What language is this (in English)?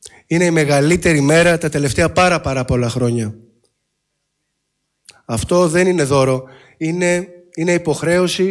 Greek